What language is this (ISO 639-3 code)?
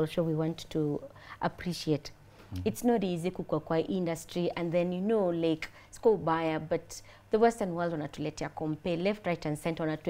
swa